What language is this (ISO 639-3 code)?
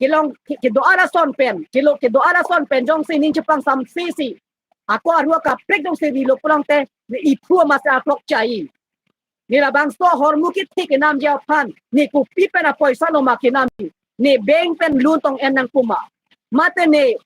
mjw